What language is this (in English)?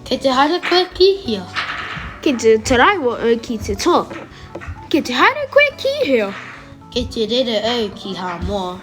Māori